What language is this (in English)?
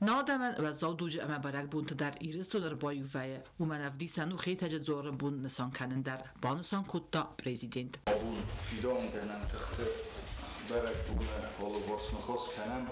Ossetic